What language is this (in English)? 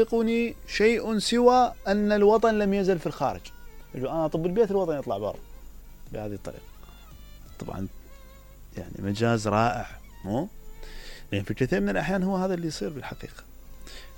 Mesopotamian Arabic